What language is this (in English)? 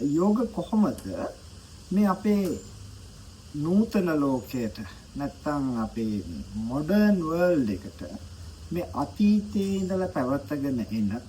Sinhala